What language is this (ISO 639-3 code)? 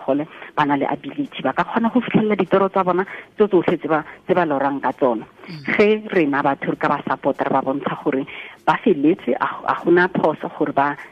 tsn